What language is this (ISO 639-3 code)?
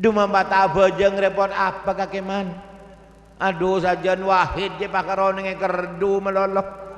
mad